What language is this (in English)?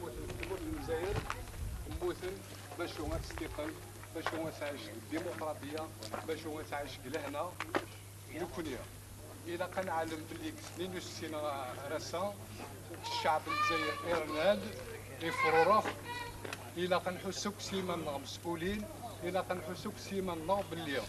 Kabyle